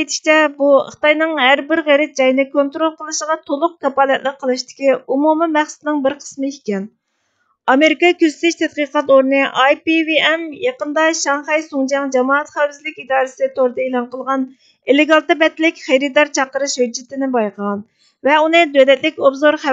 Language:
Uyghur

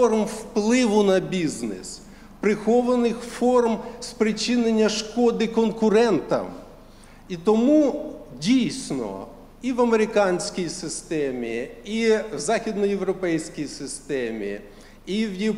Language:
Ukrainian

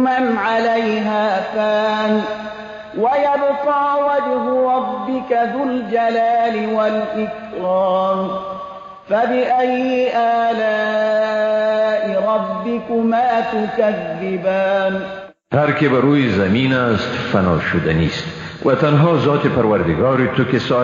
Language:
Persian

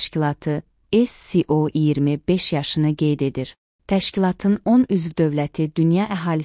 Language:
Azerbaijani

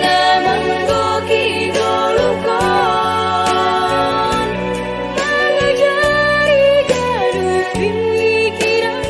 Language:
Batak Simalungun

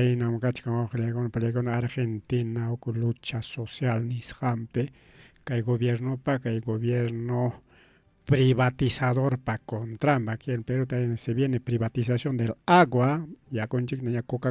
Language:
Ayacucho Quechua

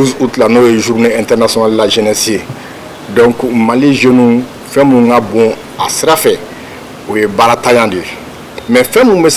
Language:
Bambara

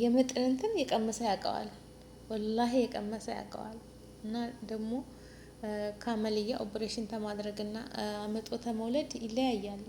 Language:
Amharic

